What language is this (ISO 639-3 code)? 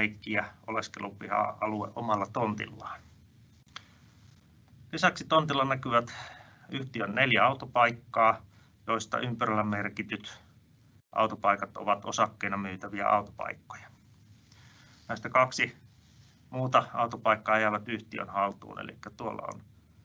fin